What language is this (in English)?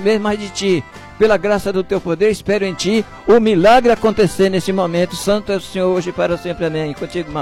Portuguese